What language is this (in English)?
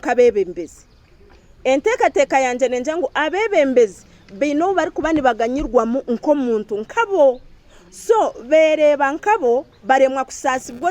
Nyankole